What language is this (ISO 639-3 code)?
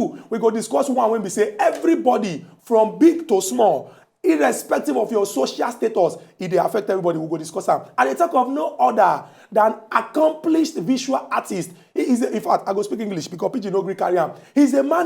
pcm